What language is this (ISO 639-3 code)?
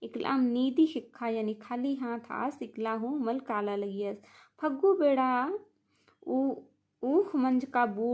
kru